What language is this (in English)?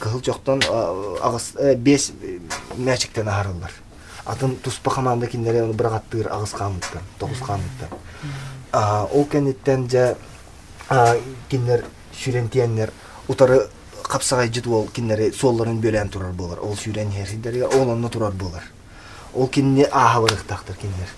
Yakut